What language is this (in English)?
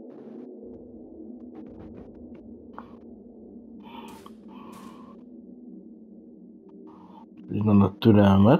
Hungarian